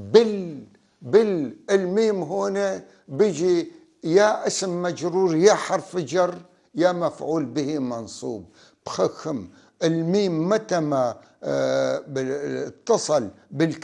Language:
North Levantine Arabic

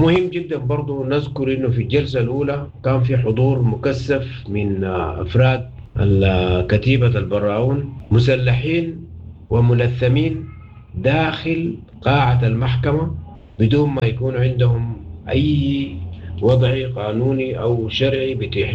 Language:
Sudanese Arabic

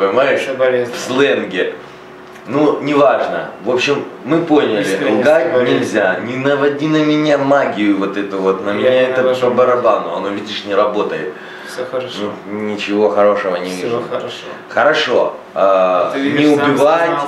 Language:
Russian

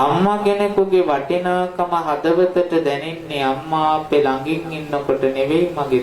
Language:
Sinhala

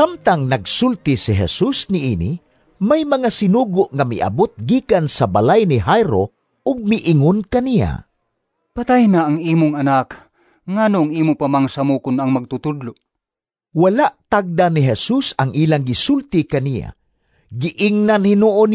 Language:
Cebuano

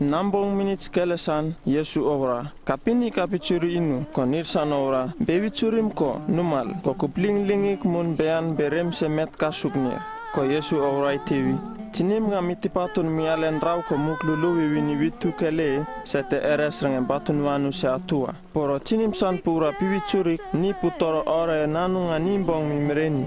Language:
Uripiv-Wala-Rano-Atchin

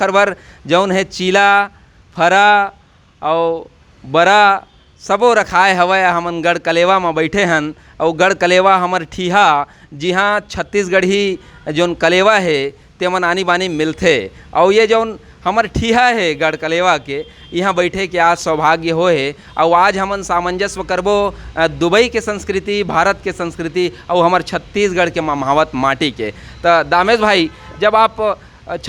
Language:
Chhattisgarhi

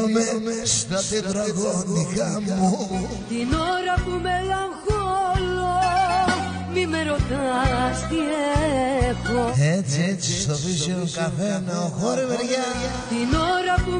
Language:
Greek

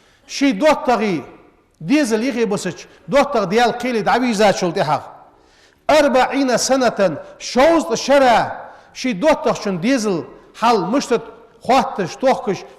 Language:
Ingush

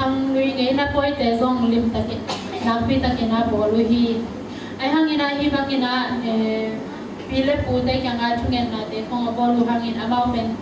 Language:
Tedim Chin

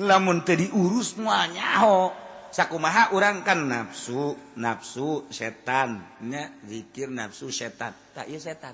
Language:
Sundanese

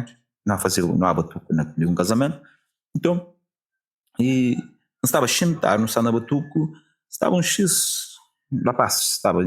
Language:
Kabuverdianu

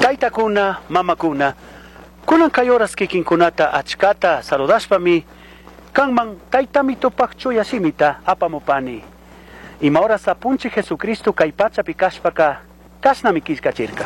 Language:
Chimborazo Highland Quichua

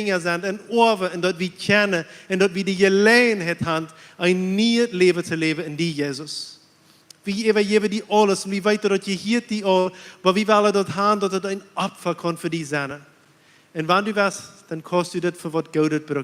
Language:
Plautdietsch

